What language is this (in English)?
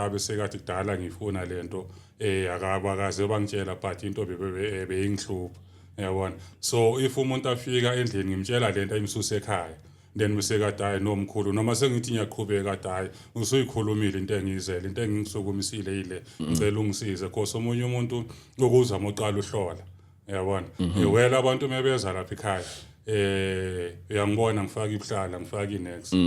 Zulu